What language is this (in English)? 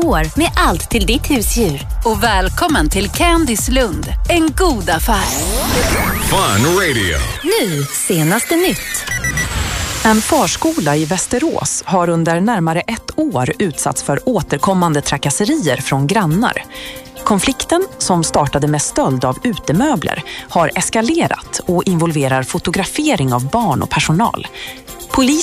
Swedish